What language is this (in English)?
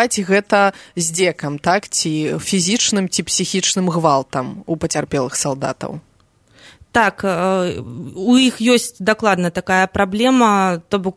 Belarusian